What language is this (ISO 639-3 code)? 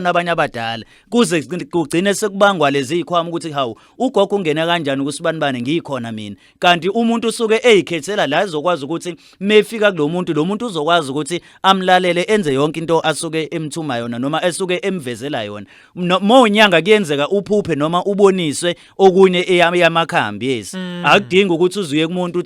zul